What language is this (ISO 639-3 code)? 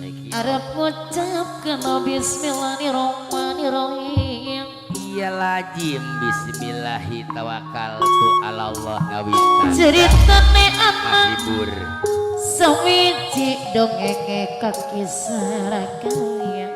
sun